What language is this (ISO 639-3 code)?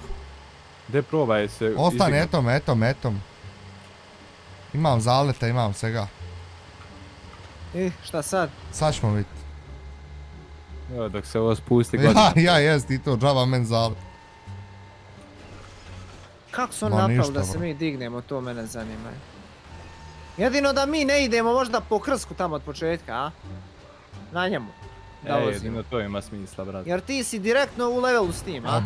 bos